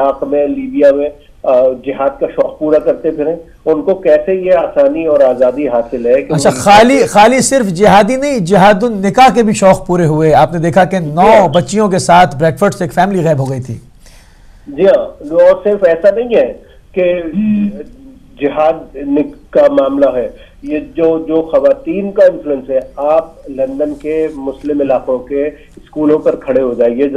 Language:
Urdu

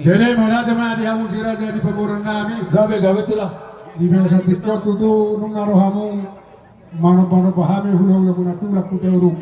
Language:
Batak Toba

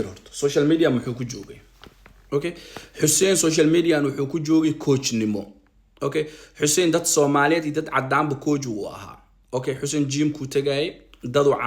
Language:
Somali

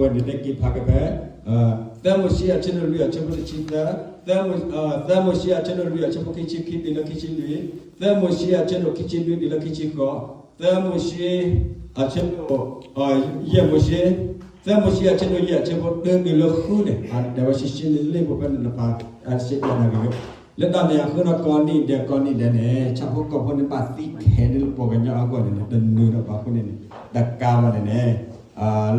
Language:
S'gaw Karen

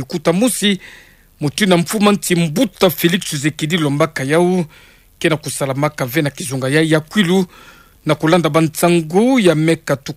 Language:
Kituba (Democratic Republic of Congo)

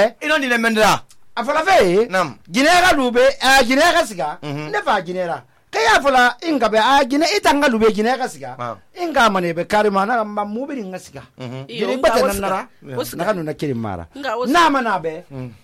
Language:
Susu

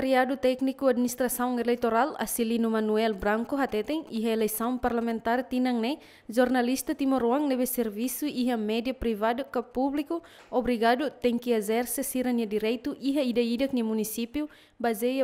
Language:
Tetum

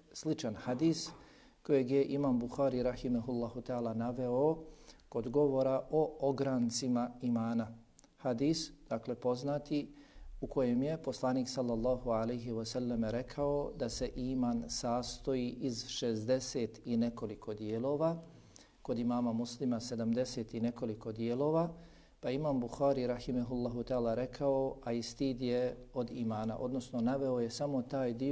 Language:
Bosnian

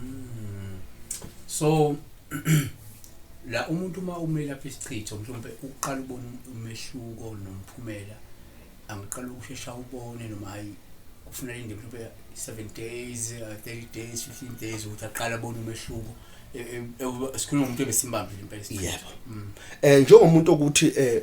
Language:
Zulu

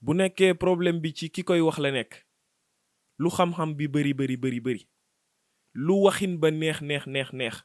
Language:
Wolof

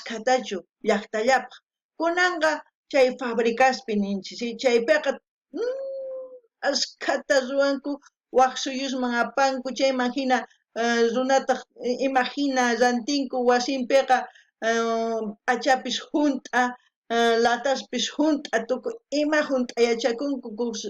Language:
South Bolivian Quechua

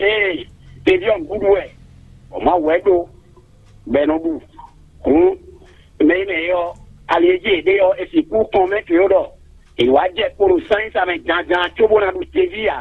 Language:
Fon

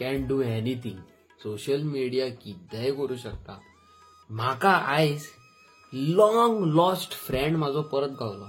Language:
Konkani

